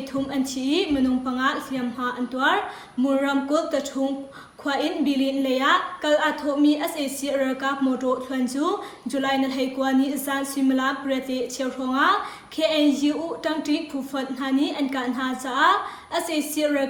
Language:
Hakha Chin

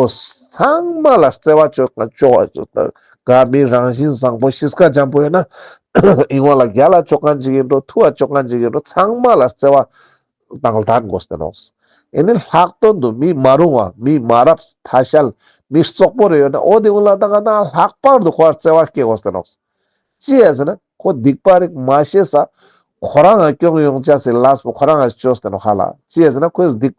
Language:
Ladakhi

